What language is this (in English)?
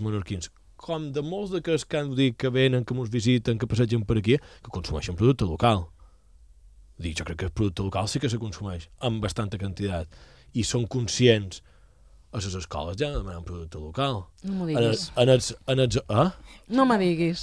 Catalan